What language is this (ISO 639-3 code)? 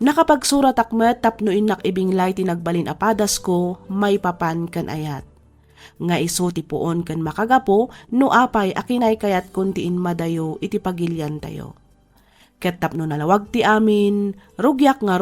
ilo